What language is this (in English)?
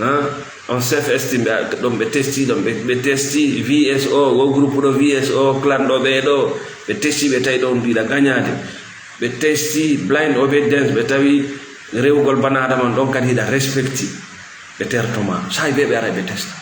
Fula